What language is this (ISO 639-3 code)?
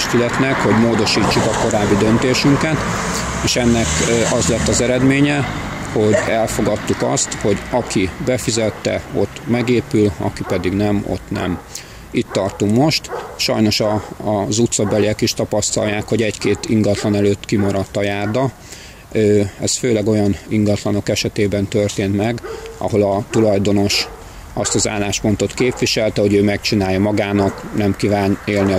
hun